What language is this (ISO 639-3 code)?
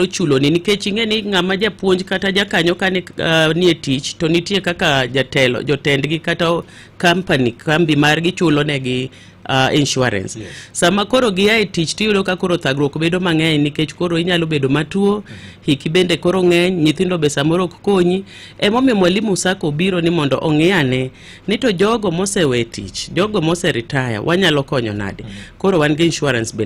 luo